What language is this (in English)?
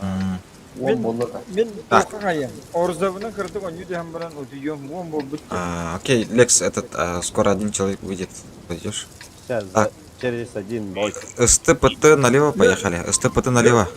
Yakut